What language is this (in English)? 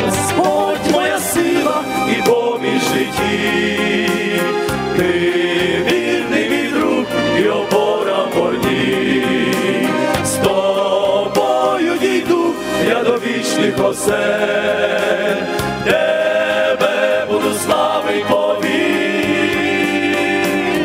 Ukrainian